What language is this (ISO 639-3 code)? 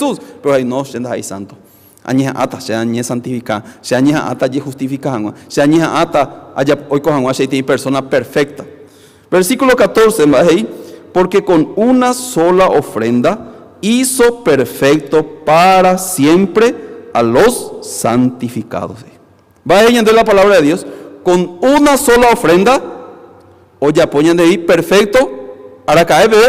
grn